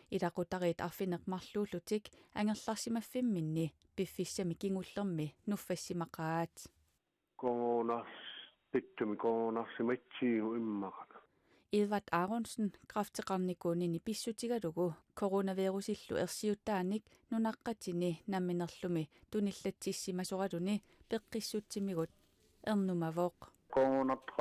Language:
Kalaallisut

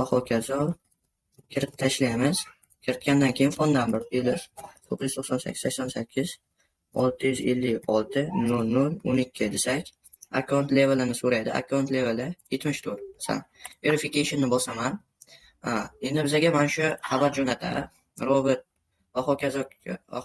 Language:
Uzbek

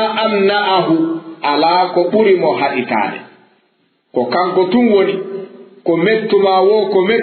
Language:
Fula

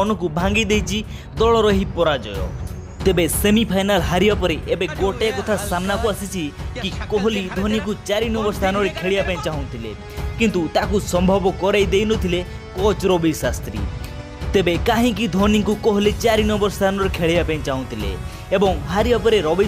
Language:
Odia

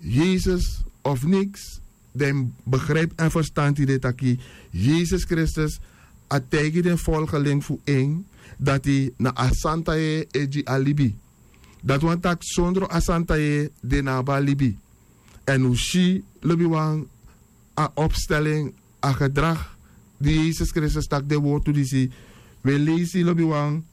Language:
Sranan Tongo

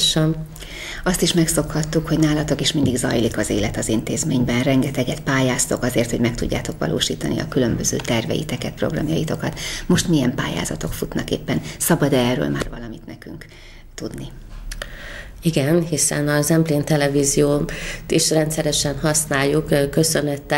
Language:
Hungarian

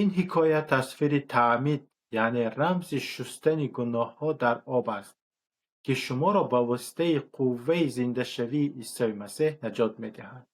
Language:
Tajik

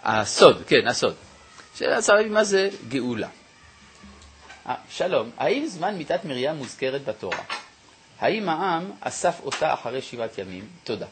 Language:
Hebrew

